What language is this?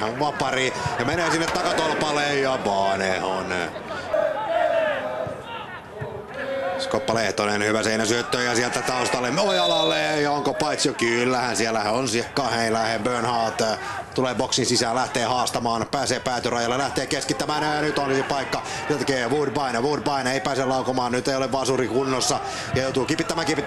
Finnish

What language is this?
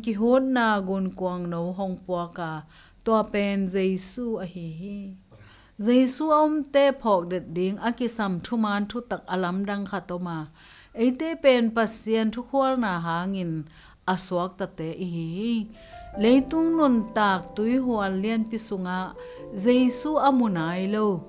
Tedim Chin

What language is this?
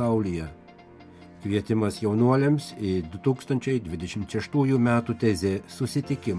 Lithuanian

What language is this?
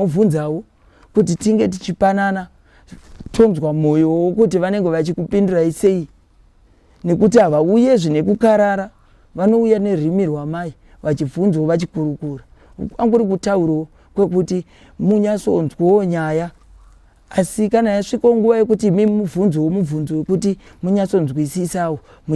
Shona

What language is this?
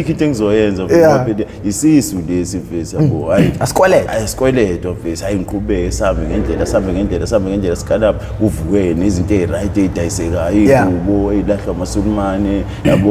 Zulu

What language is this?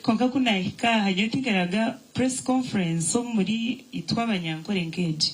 Nyankole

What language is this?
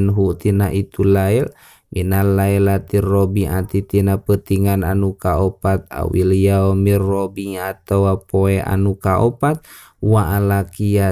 Sundanese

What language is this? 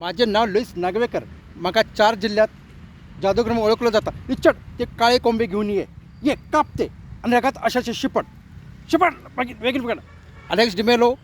Konkani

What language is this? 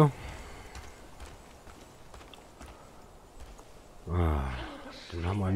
German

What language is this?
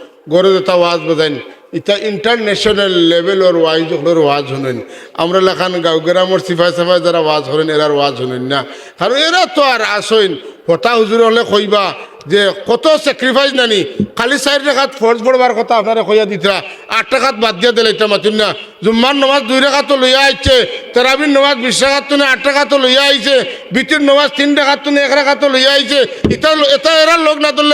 Sylheti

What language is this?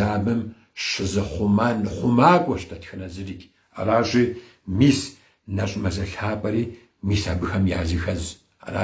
Kabardian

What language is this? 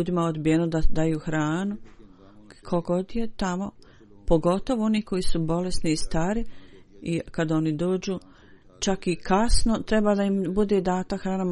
Bosnian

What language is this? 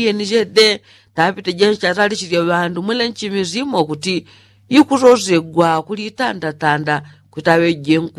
Yao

